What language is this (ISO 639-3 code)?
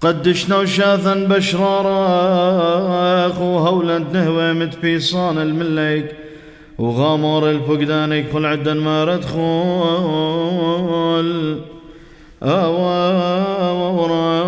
syc